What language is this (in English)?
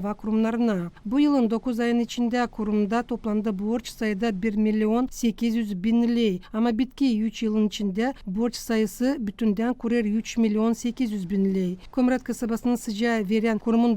Gagauz